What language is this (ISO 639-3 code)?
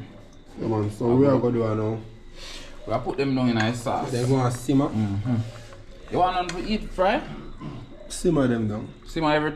jam